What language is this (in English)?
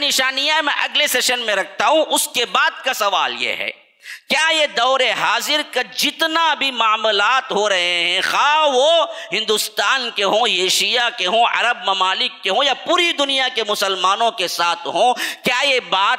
Urdu